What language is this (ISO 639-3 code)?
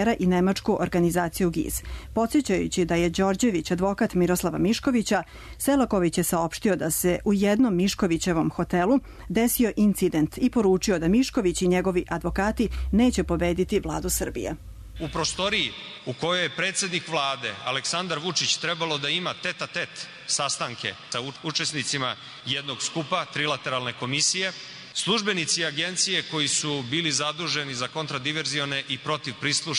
srp